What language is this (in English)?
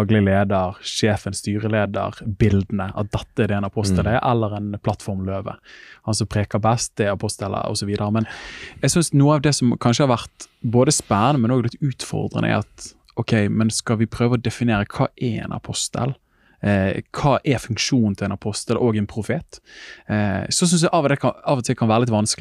Norwegian